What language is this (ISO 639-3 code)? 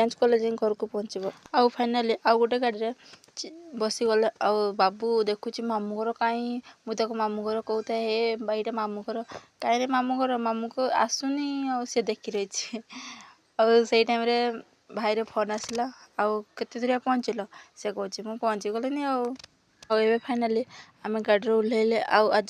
ori